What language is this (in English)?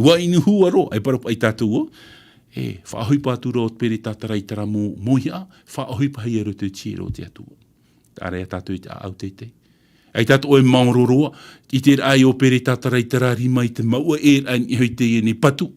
Tahitian